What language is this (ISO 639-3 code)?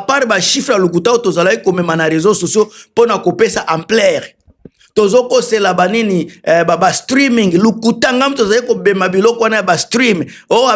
lin